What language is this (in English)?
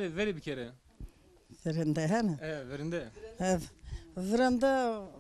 Zaza